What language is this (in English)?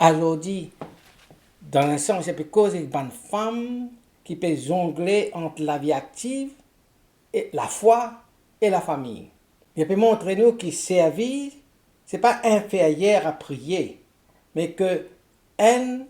Morisyen